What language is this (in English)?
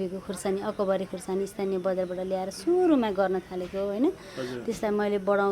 Nepali